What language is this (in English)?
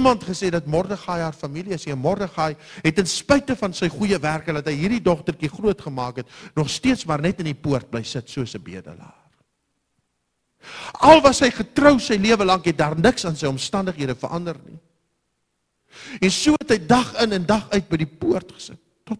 Afrikaans